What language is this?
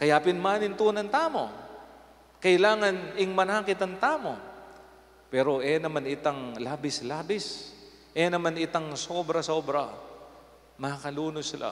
Pampanga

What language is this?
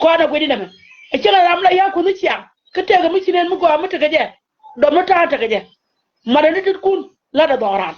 Nuer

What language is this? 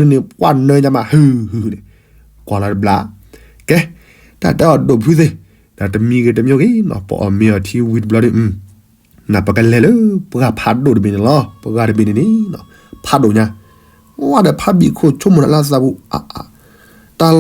S'gaw Karen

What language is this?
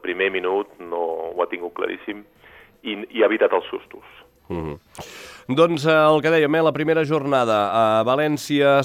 Catalan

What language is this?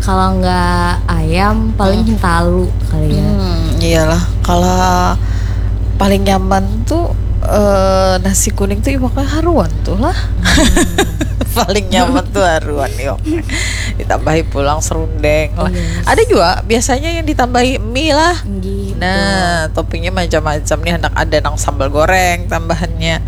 Banjar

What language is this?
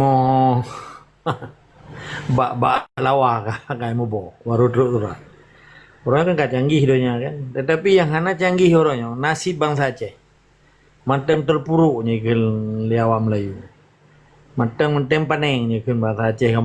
Achinese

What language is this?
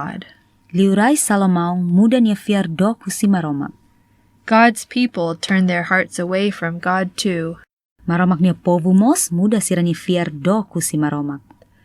Tetum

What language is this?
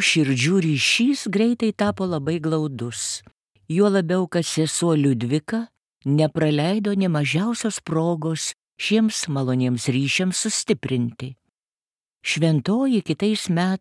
Lithuanian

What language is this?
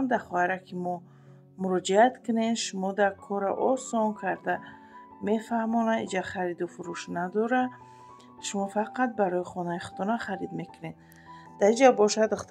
Tajik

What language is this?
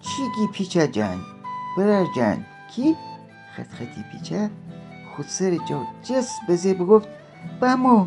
Gilaki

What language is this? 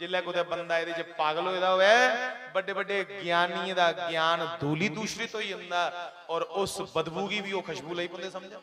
Dogri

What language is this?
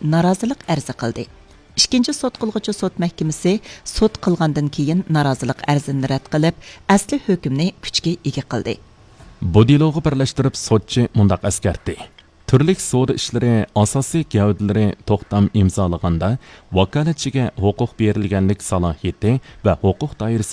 Uyghur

